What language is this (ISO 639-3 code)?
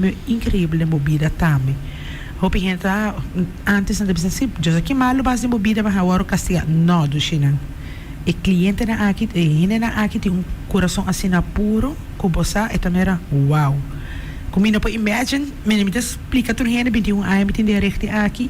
pap